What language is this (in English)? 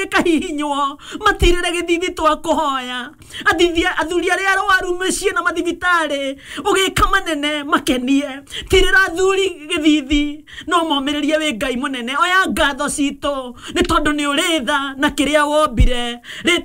Kikuyu